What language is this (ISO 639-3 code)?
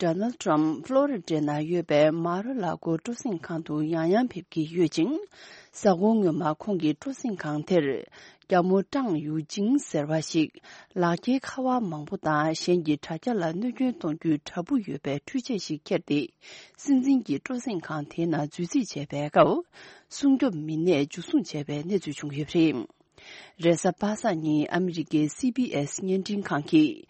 bod